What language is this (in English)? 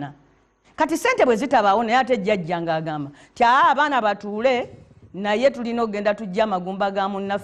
Ganda